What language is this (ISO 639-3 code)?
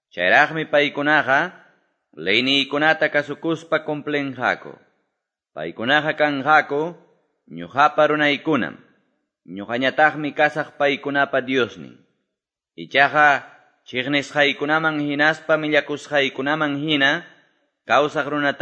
que